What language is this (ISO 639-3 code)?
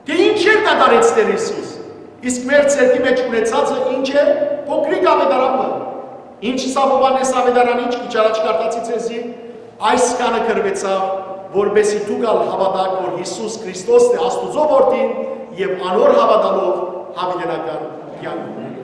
hyw